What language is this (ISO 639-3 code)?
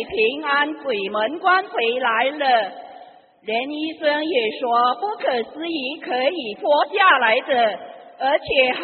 zho